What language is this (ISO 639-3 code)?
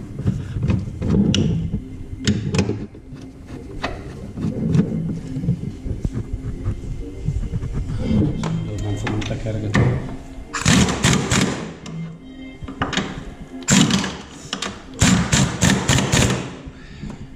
hun